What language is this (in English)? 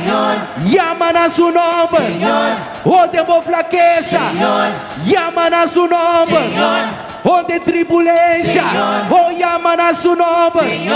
Papiamento